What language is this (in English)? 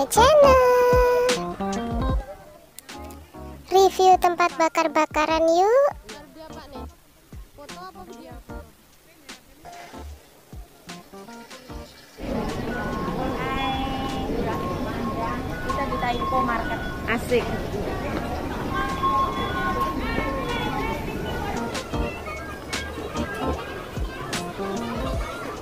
Indonesian